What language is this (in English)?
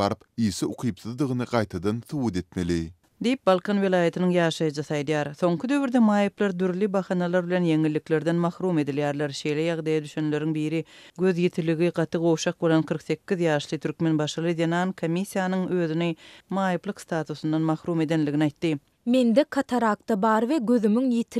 Turkmen